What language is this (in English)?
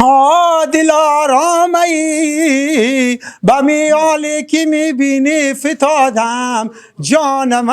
Persian